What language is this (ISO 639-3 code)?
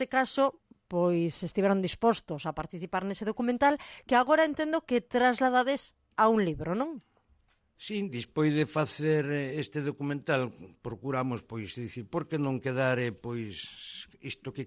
glg